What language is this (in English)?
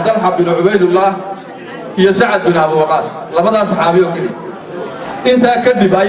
Somali